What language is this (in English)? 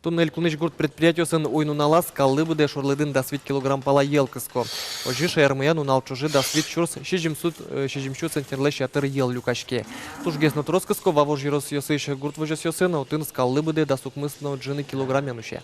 Udmurt